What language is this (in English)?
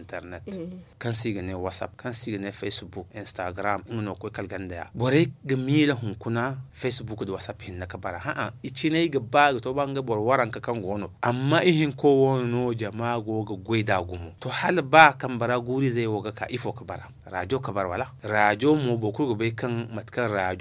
Zarma